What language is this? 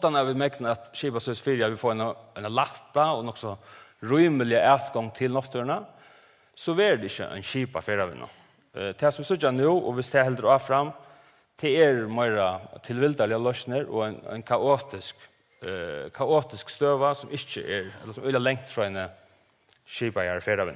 Faroese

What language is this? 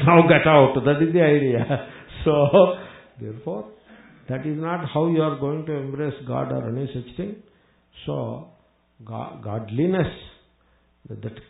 English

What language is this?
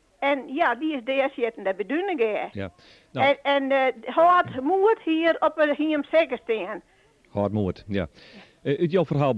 Western Frisian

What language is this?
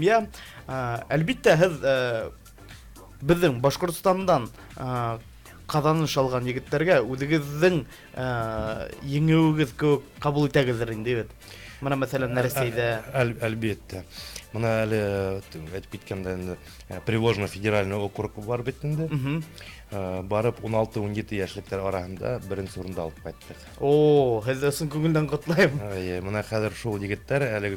Bashkir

